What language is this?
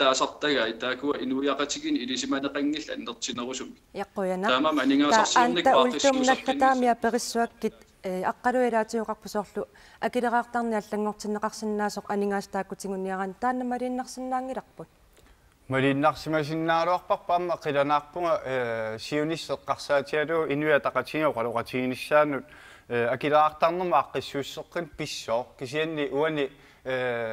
Kalaallisut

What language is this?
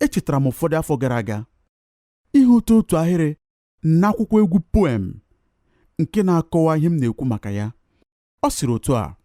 Igbo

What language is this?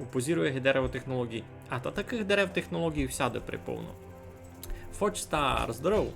Rusyn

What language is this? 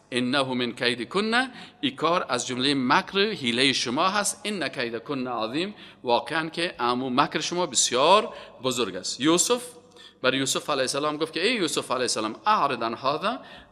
Persian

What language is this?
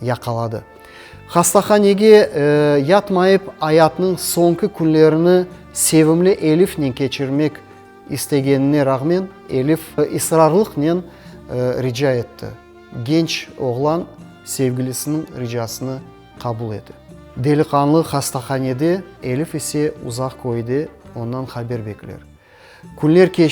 Crimean Tatar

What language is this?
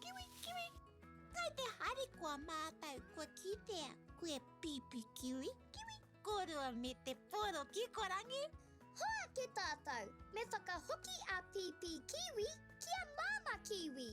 Māori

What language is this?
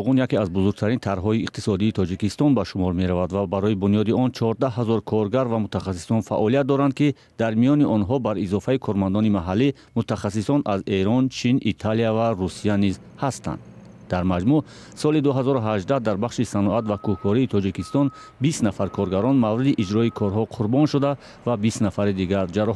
Tajik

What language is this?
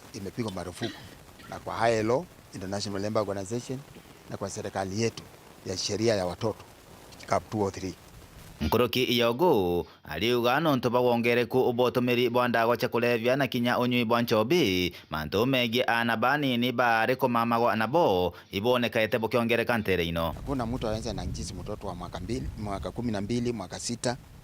Meru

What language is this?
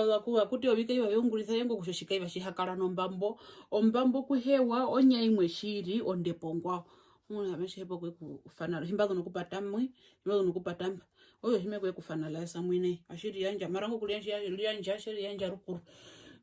Herero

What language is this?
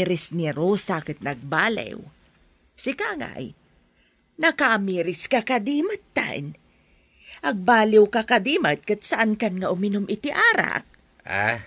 Iloko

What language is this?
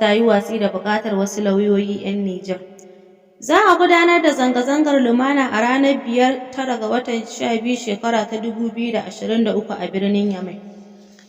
Hausa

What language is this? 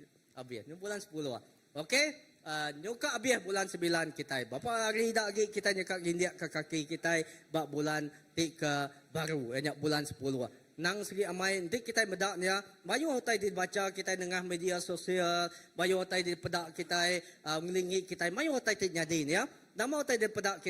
Iban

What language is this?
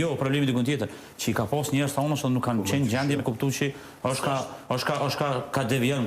Albanian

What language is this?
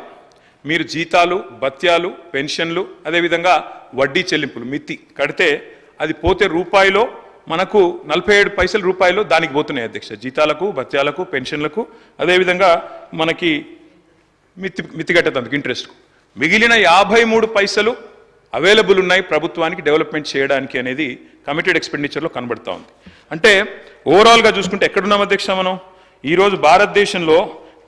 Telugu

